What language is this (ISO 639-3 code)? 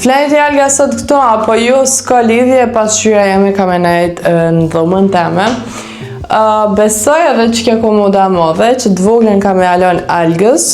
sqi